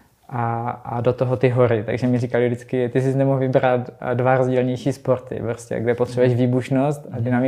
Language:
Czech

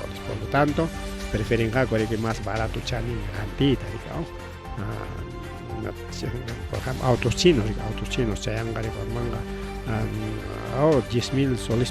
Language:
Ayacucho Quechua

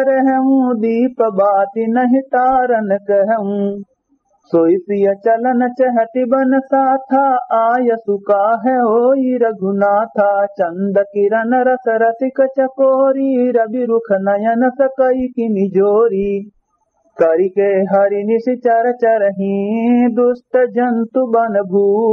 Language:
Awadhi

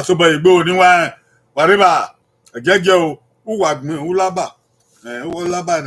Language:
Bini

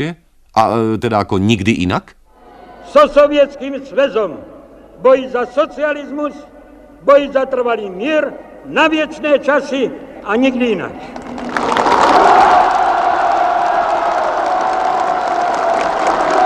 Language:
Slovak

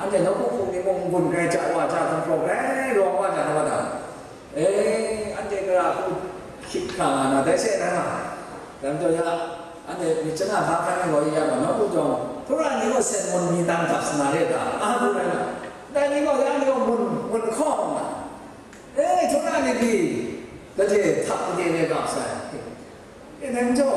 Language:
Kachin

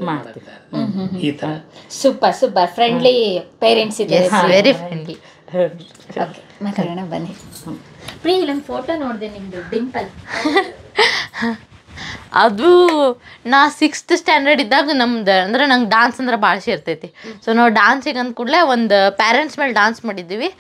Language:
Kannada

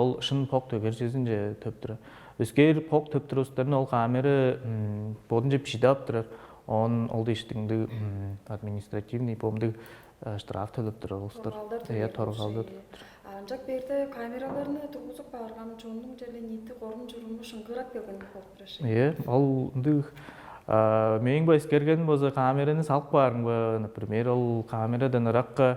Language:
Tuvinian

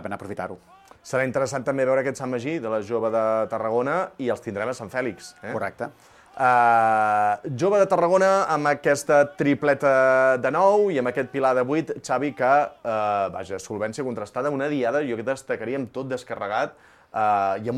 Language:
Catalan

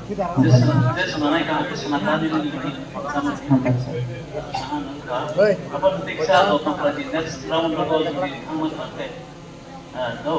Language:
Kok Borok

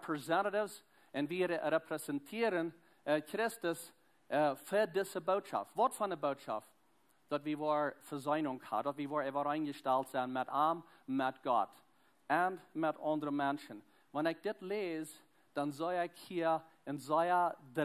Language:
Plautdietsch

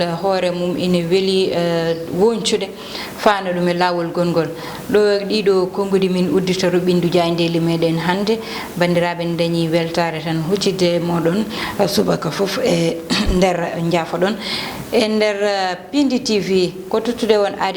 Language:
Fula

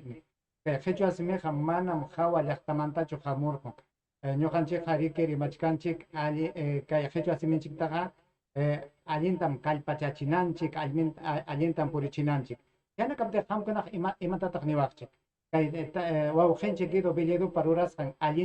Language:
Ayacucho Quechua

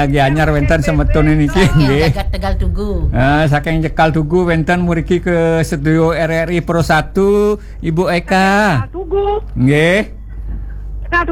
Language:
Balinese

